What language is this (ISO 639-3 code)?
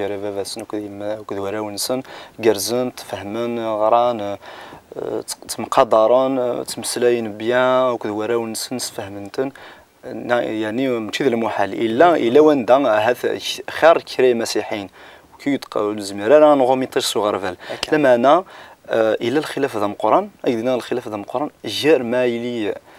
kab